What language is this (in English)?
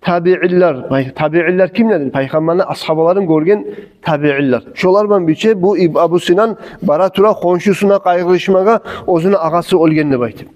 Kumyk